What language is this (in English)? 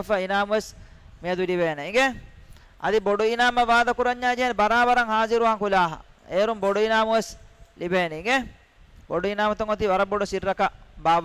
Divehi